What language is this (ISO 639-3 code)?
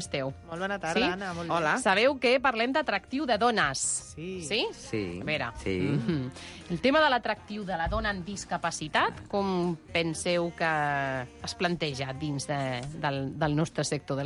cat